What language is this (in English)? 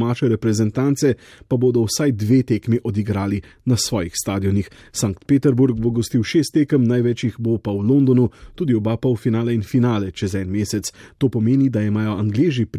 Slovenian